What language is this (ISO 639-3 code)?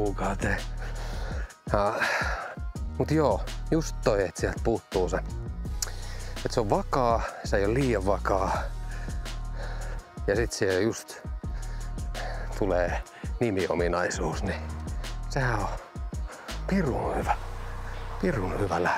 fin